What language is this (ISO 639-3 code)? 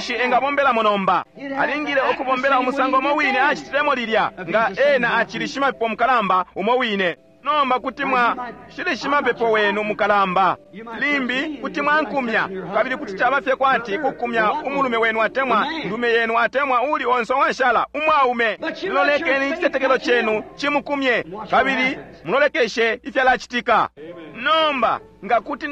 bem